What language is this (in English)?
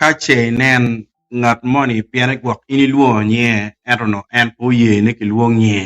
Acoli